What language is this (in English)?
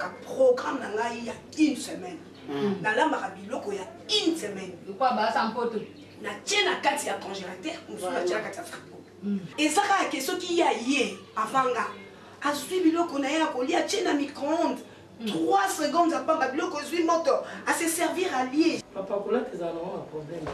Lingala